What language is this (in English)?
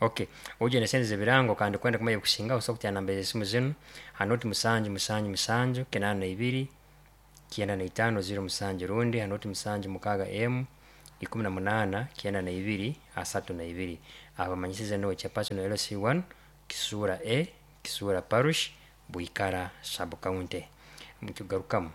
Nyoro